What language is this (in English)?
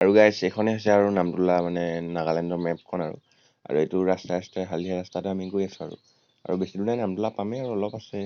Assamese